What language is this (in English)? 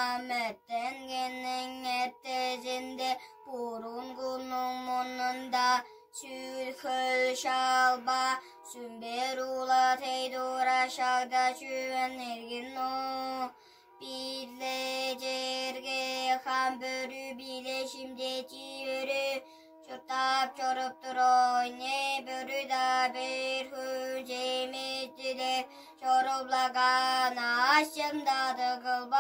Tuvinian